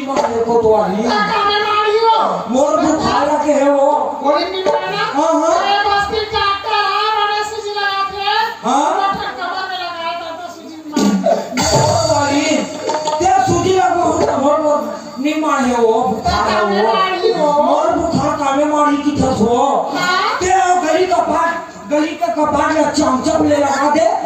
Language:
Chhattisgarhi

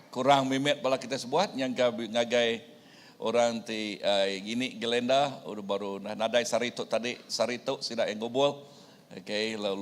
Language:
Iban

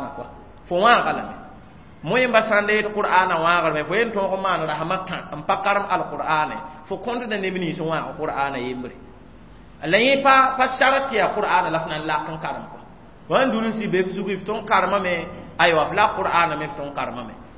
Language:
Mossi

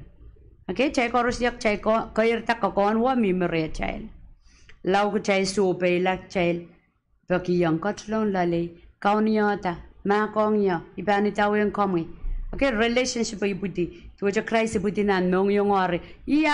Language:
Pohnpeian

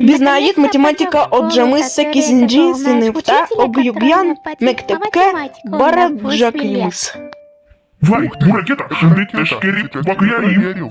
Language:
Crimean Tatar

